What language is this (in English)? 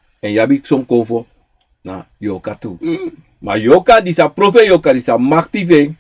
Sranan Tongo